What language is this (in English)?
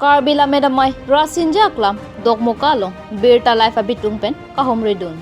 Karbi